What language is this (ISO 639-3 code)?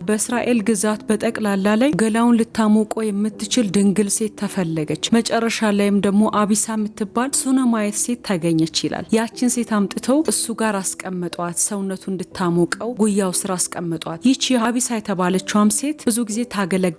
amh